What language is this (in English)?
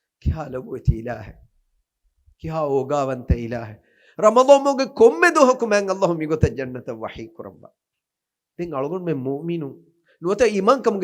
Divehi